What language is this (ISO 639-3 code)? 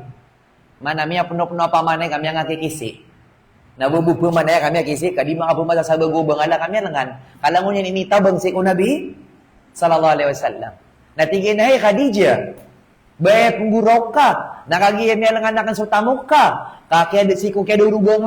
mrw